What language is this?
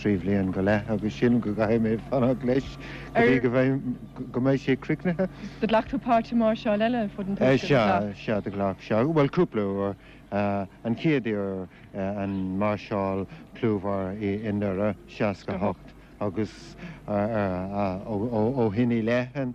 Irish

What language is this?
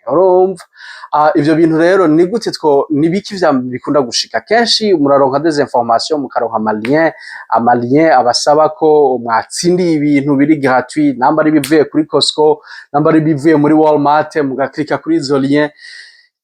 Rundi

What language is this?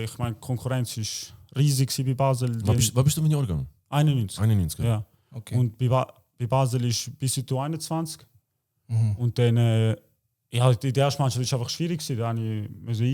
Swiss German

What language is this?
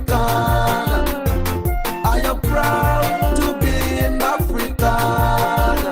Acoli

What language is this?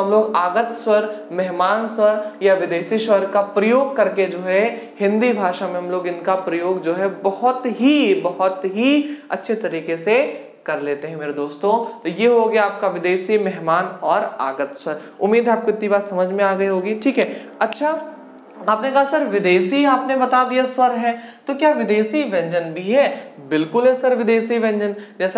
Hindi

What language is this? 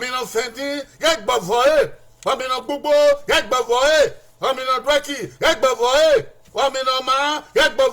Bini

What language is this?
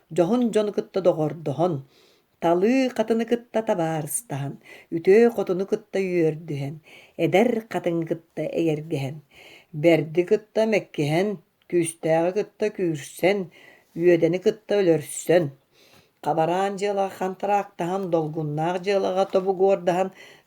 Yakut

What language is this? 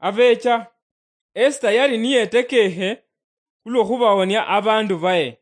Luyia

